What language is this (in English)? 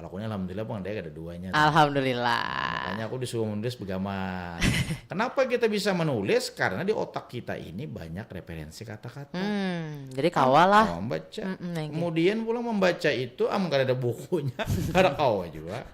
Banjar